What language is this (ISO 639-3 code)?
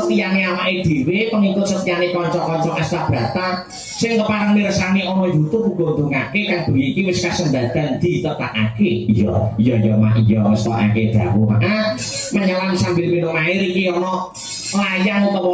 jav